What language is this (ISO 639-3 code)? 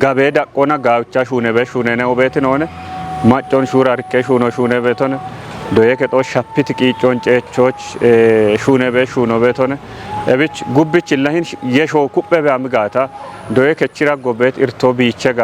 kbr